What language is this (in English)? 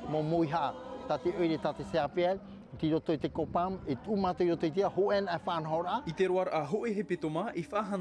Tahitian